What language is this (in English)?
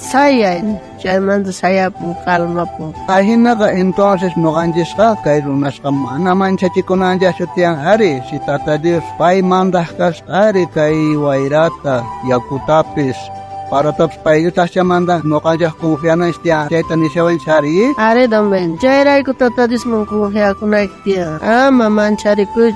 South Bolivian Quechua